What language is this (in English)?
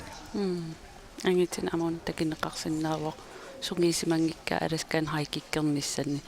Kalaallisut